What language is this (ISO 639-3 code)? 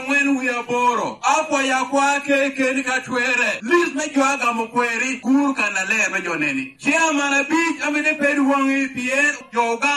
laj